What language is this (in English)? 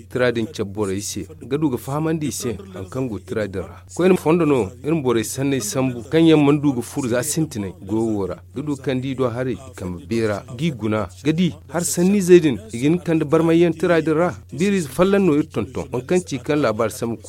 Zarma